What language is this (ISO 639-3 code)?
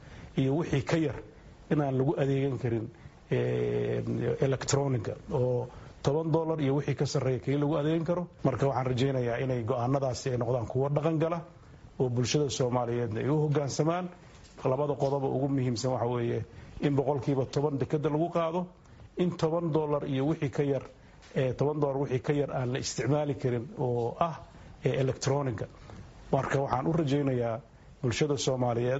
som